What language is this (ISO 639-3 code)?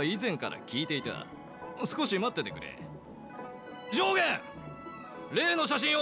jpn